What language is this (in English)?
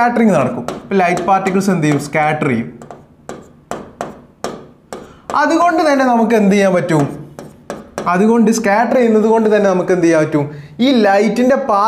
Malayalam